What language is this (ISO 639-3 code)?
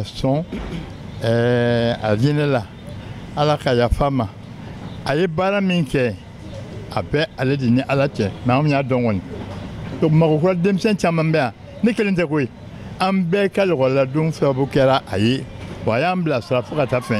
bam